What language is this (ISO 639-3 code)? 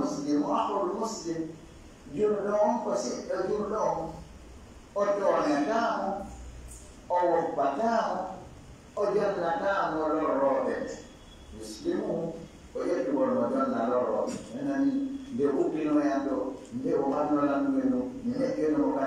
ful